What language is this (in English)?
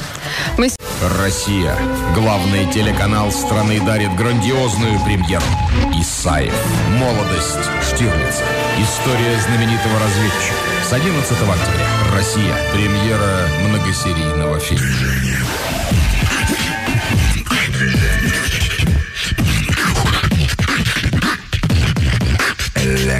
Russian